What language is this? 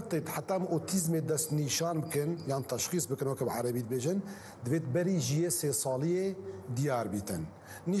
Kurdish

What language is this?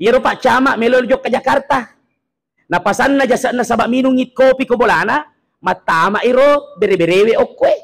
Buginese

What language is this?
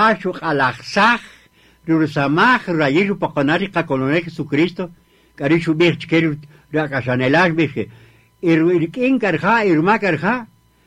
Kaqchikel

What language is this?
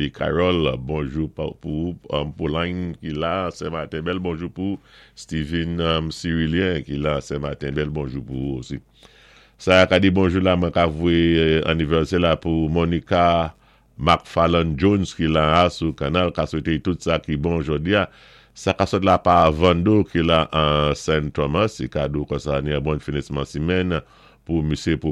Saint Lucian Creole French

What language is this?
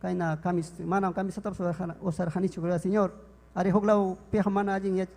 Ayacucho Quechua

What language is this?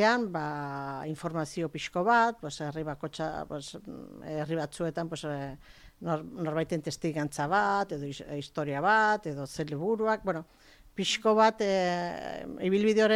Basque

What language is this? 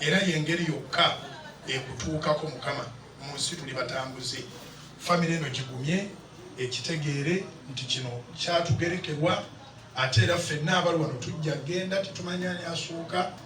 Ganda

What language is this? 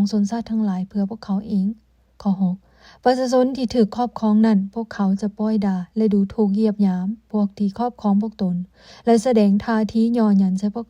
Lao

